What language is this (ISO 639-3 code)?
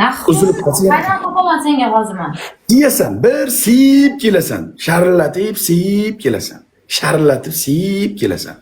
uzb